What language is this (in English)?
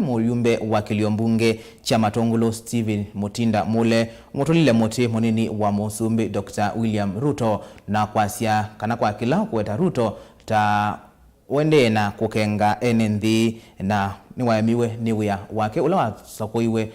Kamba